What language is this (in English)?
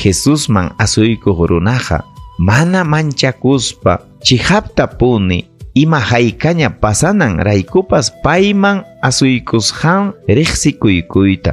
Ayacucho Quechua